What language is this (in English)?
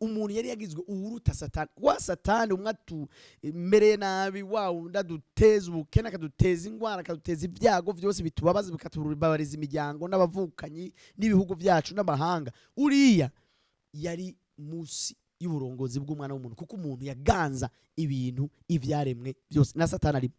Rundi